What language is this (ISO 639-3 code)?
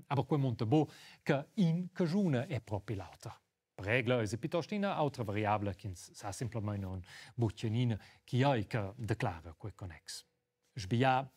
roh